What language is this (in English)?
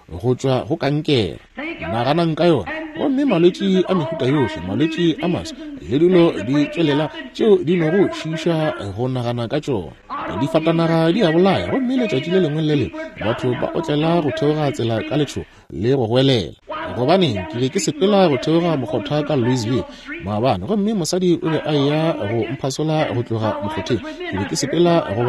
Northern Sotho